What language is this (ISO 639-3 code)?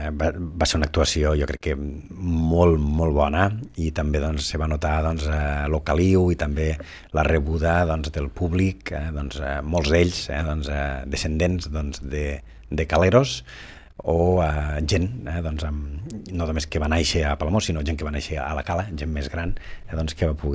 cat